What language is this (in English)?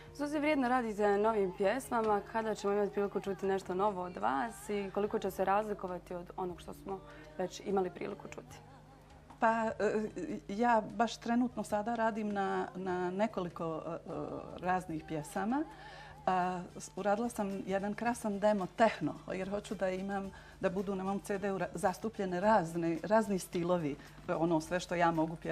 Bosnian